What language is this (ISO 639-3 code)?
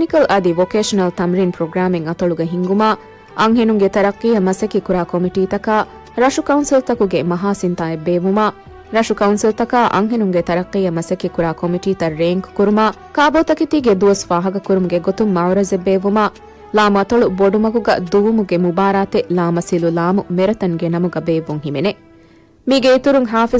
div